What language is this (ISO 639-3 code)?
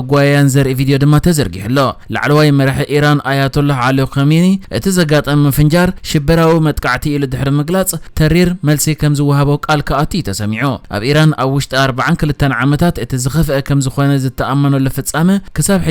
tir